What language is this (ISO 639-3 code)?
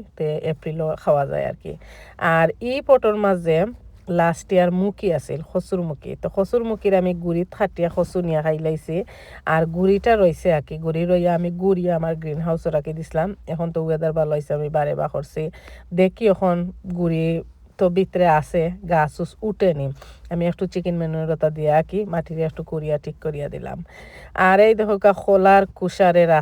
syl